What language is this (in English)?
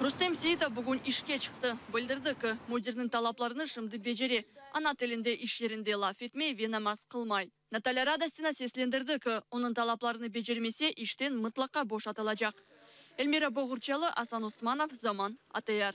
Crimean Tatar